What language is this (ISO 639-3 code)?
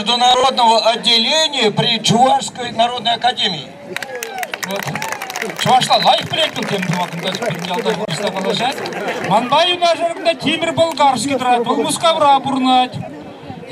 chv